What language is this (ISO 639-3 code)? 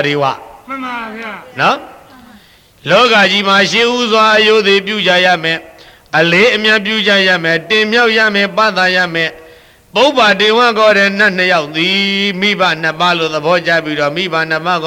mya